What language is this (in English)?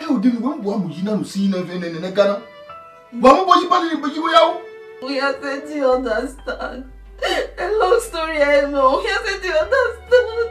Bini